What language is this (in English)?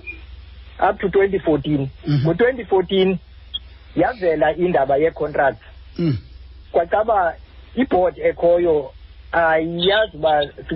Xhosa